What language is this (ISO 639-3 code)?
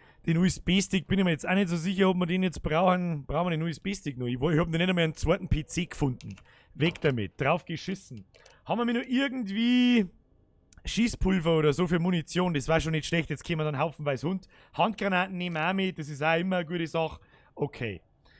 bar